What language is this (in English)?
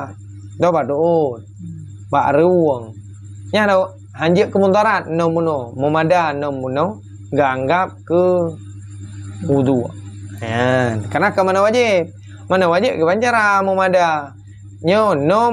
Achinese